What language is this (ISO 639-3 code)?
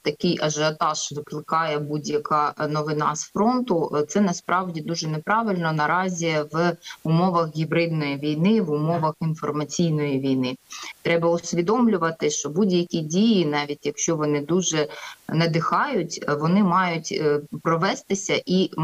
ukr